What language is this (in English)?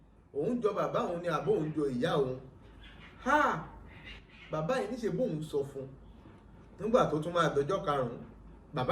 Yoruba